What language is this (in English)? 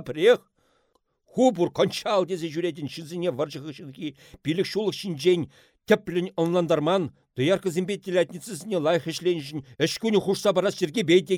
Chuvash